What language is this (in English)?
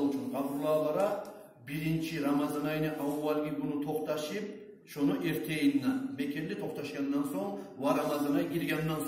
Kumyk